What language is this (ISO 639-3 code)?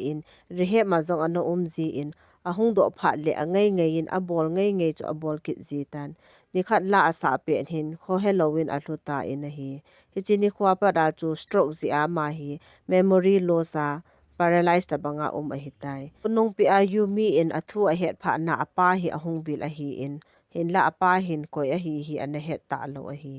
tcz